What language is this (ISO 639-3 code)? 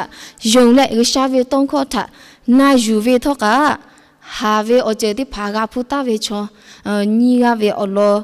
lhu